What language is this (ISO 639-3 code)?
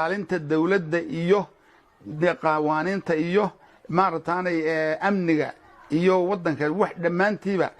som